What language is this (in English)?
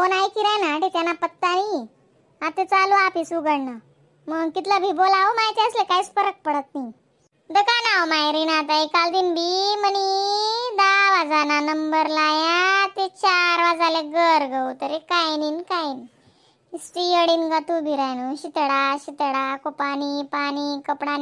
Khandesi